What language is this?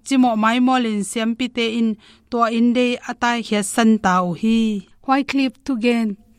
Tedim Chin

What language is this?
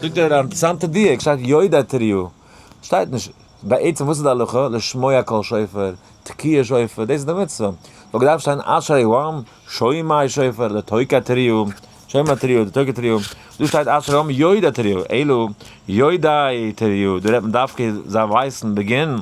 Yiddish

